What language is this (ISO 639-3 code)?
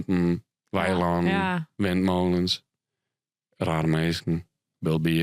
fry